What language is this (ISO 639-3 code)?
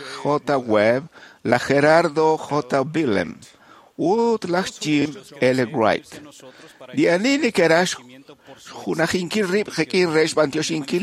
kek